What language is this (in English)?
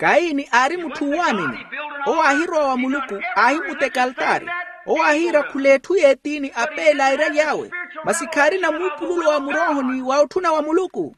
Makhuwa